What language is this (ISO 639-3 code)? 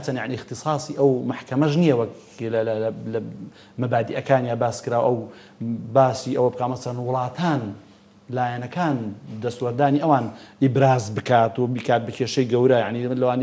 ckb